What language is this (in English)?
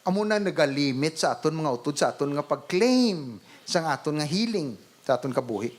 Hiligaynon